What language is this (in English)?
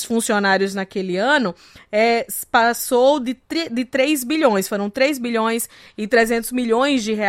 Portuguese